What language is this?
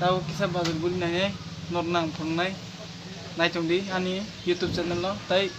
Kok Borok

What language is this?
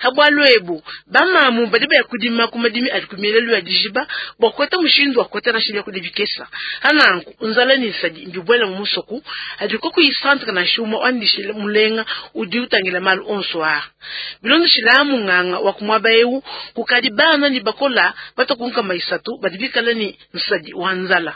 Luba-Lulua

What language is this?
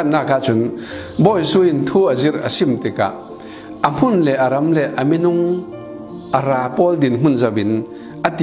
Falam Chin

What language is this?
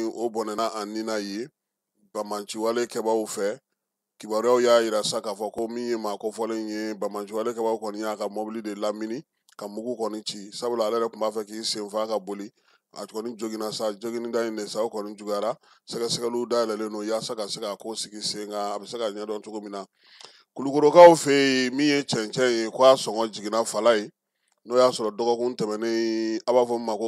Bambara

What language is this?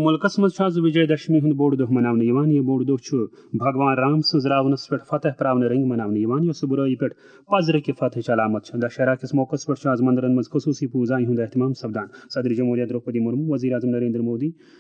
Kashmiri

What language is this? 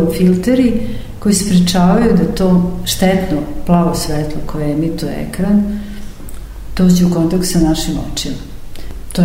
Serbian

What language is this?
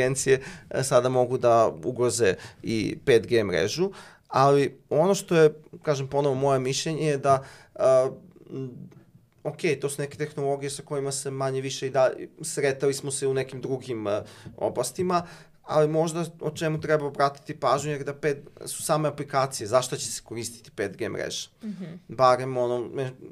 Serbian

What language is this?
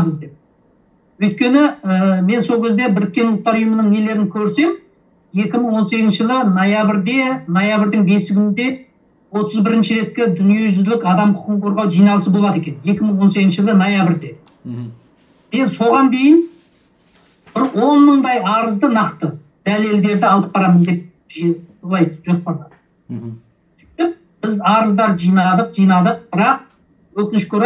Kazakh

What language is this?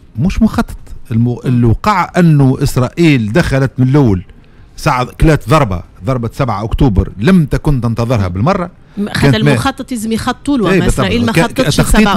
Tunisian Arabic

